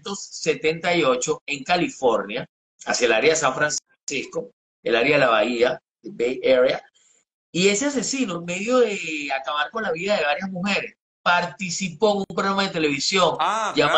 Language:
Spanish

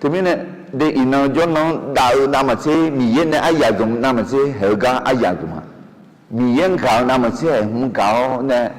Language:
Akha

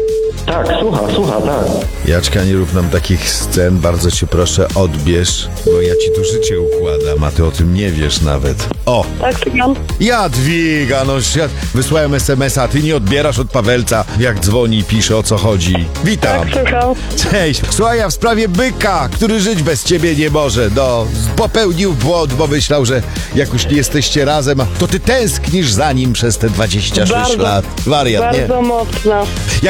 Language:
Polish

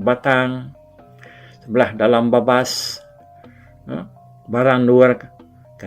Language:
Iban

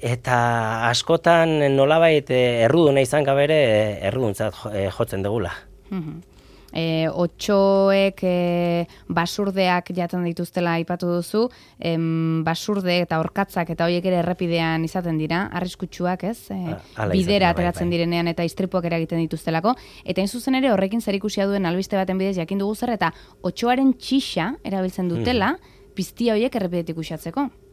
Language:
Basque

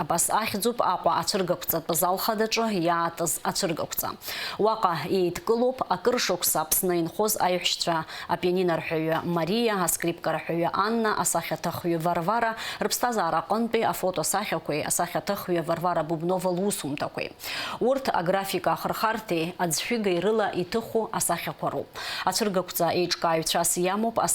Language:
Abkhazian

